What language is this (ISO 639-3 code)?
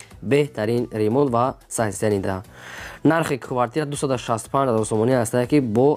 tgk